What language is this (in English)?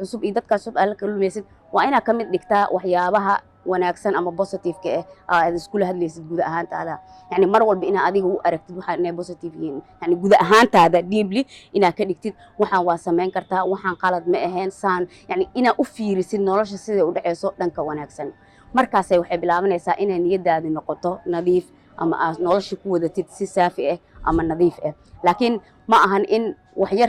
Somali